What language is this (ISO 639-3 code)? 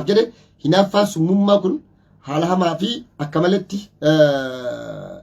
orm